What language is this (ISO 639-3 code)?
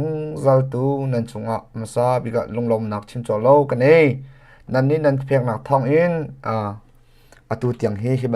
cnh